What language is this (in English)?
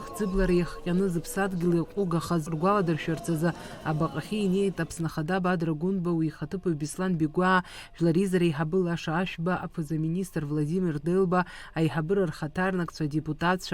Abkhazian